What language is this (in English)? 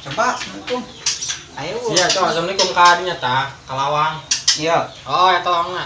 Sundanese